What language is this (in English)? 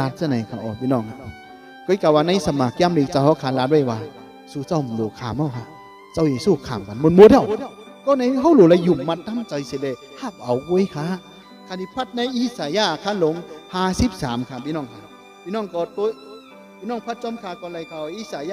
Shan